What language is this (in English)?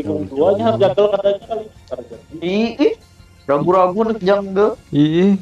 Banjar